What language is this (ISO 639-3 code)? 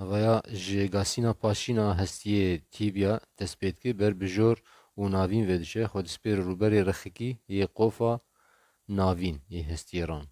kur